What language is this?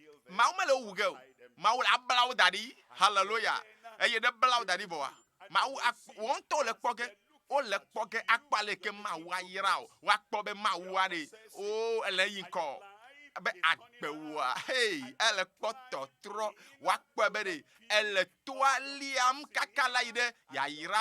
Ewe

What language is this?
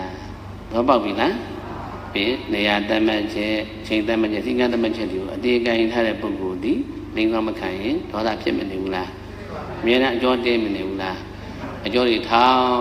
Burmese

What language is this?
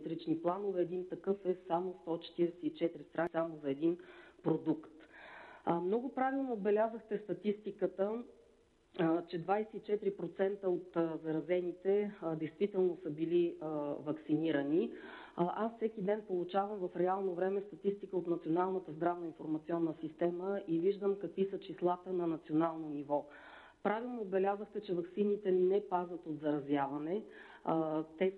Bulgarian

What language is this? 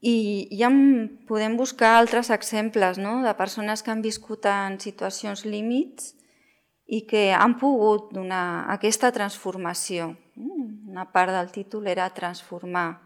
Catalan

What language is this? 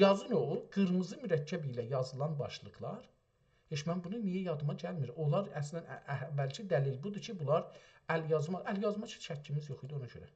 South Azerbaijani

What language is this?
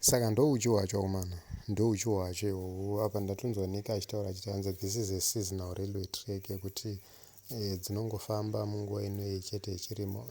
Shona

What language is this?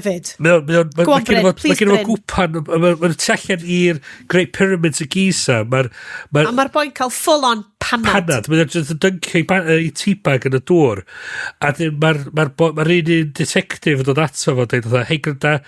Welsh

